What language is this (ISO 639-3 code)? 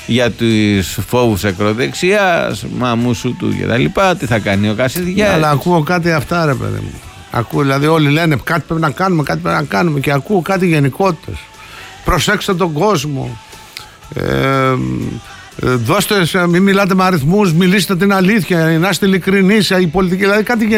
ell